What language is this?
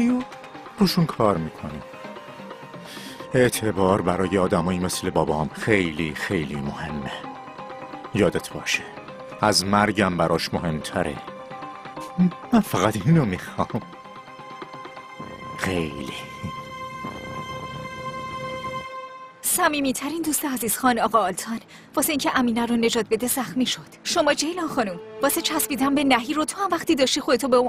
Persian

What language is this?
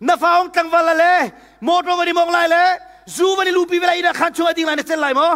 Hakha Chin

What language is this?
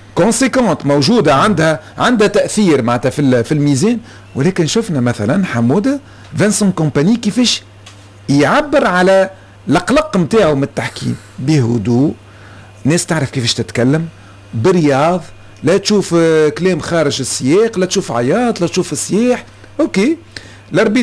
Tunisian Arabic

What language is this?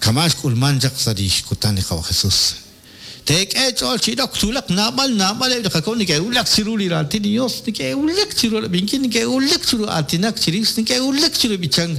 Kekchí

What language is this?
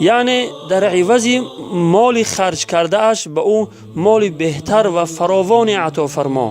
Tajik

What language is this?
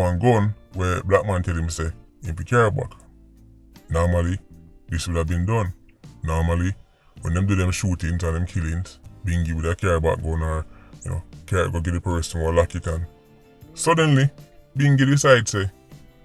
Jamaican Creole English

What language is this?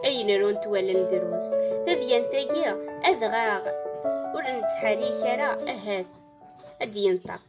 Kabyle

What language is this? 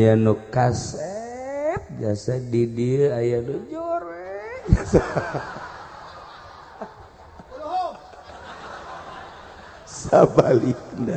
Sundanese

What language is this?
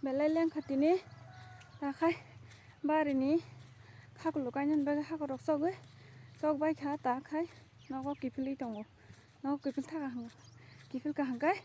Kok Borok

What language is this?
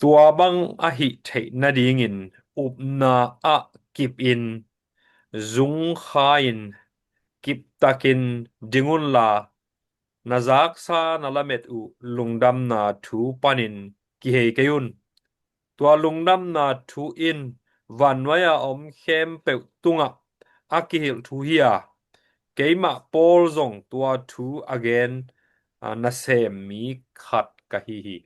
Tedim Chin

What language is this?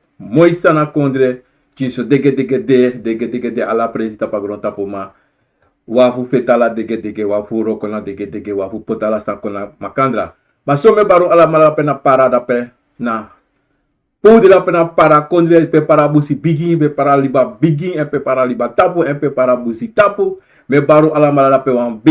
Sranan Tongo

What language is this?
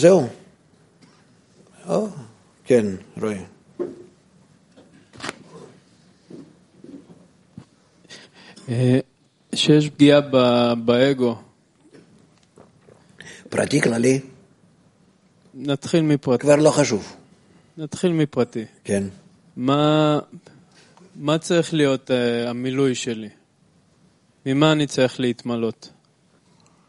Hebrew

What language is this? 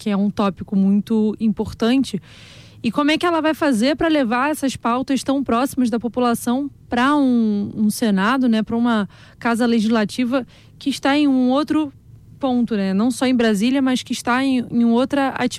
Portuguese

